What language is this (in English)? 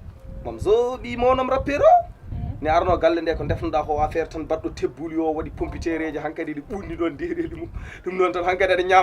Fula